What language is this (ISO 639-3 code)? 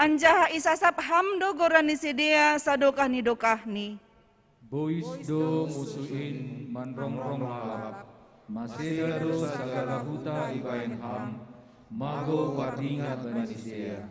bts